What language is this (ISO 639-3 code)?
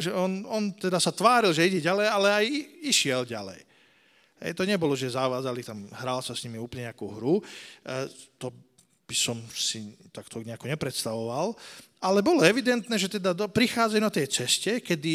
slk